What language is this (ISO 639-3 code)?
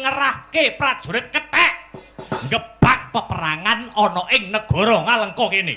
jav